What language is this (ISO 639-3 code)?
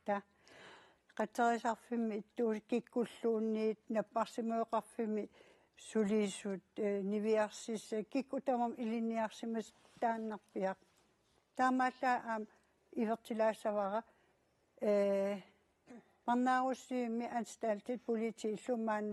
kal